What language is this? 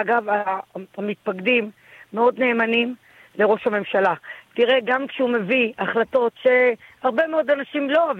Hebrew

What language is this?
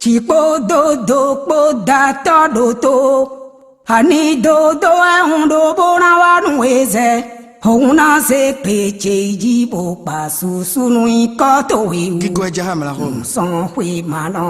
Fon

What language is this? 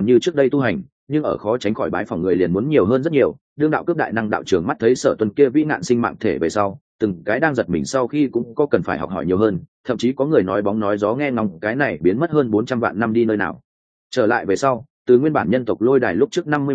Vietnamese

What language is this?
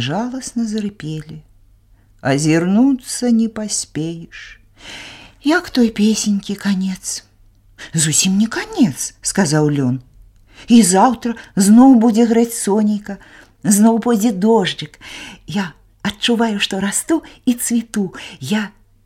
Belarusian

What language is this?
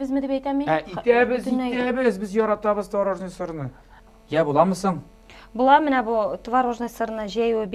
Tatar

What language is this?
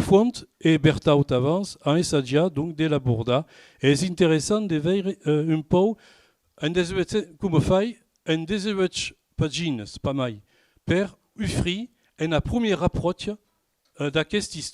Occitan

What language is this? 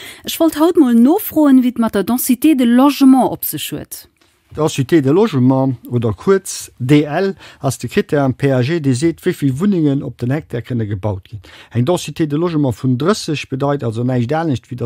Luxembourgish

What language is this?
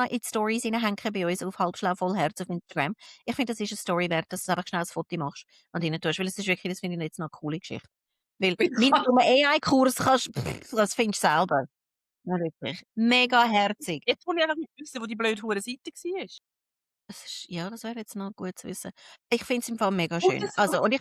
Swiss German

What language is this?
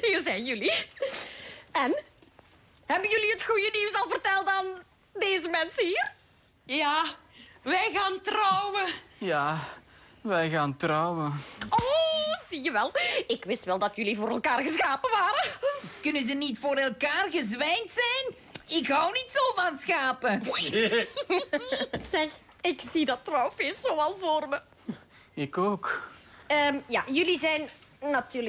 Dutch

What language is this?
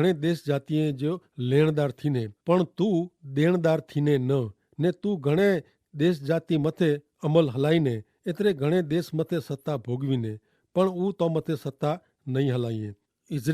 Kachhi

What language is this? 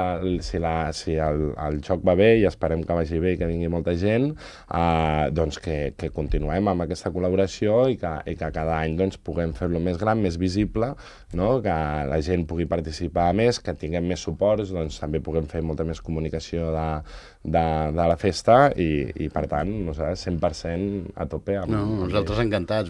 Catalan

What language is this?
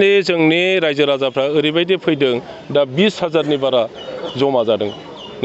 Bodo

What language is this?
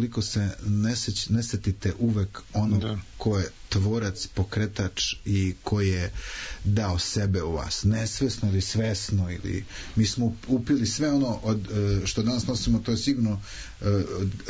Serbian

